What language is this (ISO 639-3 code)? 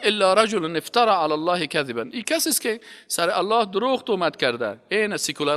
fas